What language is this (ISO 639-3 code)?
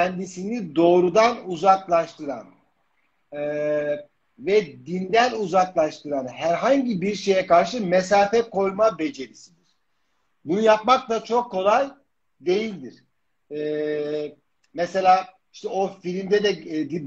tur